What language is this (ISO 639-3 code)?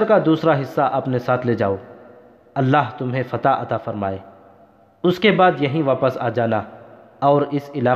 urd